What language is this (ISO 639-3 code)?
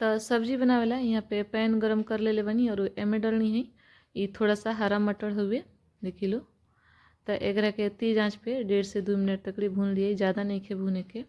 bho